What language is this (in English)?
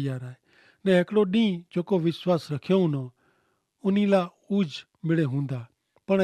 Kachhi